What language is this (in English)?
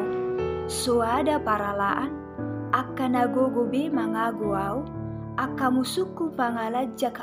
Batak Toba